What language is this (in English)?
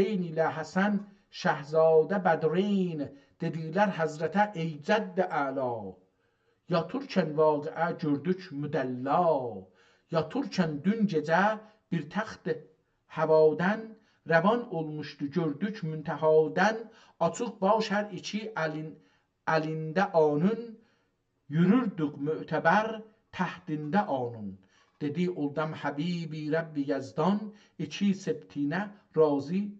South Azerbaijani